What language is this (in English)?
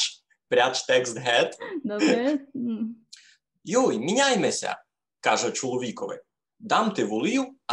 Rusyn